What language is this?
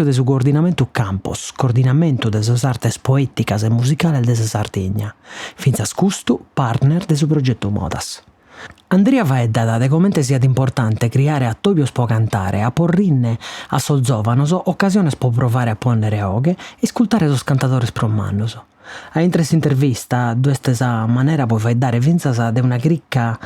Sardinian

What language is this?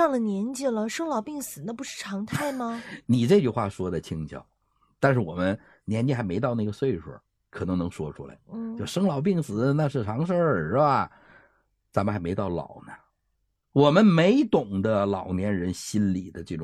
Chinese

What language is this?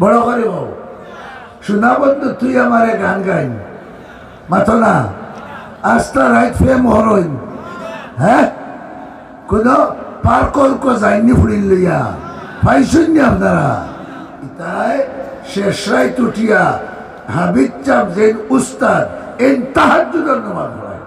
Sylheti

